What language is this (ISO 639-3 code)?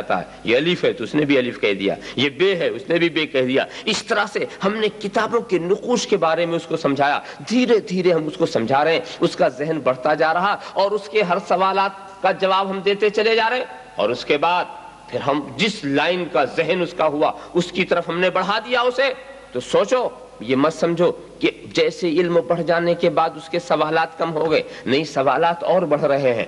urd